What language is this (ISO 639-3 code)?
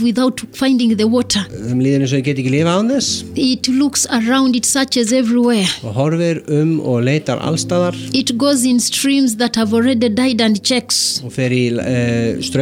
isl